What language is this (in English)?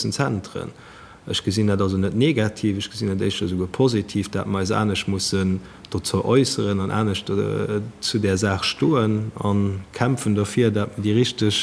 Luxembourgish